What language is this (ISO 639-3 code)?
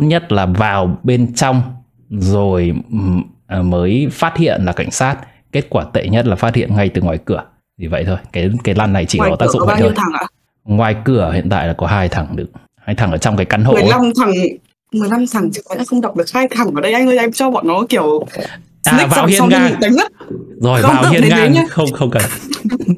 vie